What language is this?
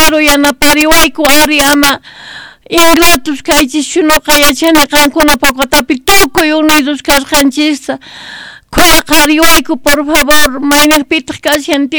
Quechua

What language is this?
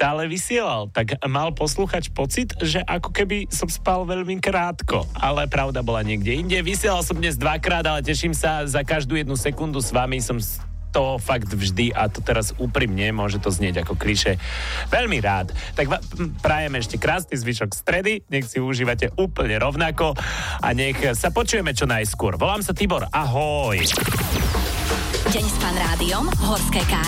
Slovak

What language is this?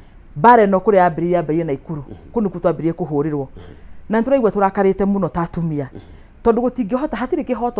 Kikuyu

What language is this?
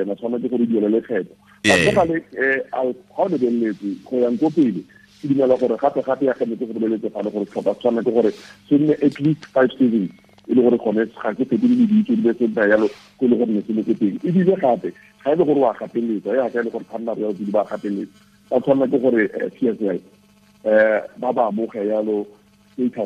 Tswana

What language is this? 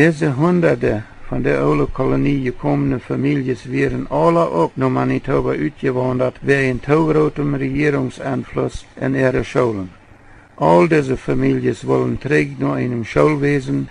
Plautdietsch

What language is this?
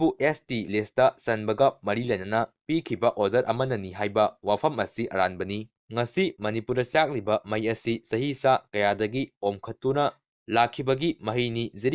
Manipuri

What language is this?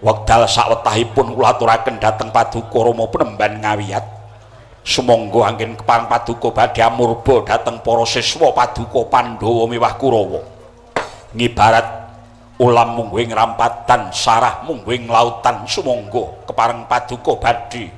Javanese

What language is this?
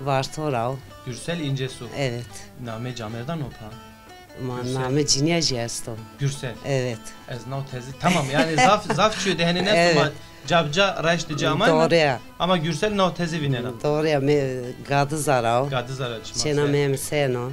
Zaza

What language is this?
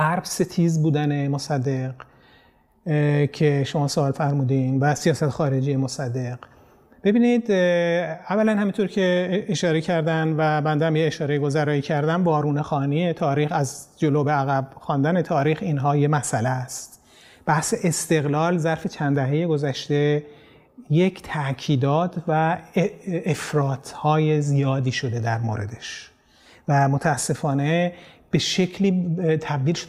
Persian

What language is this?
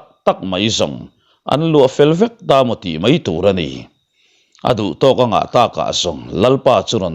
Mizo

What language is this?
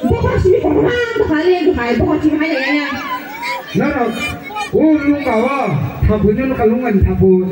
Kok Borok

